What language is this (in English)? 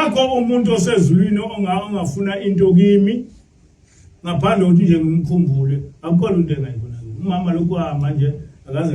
Zulu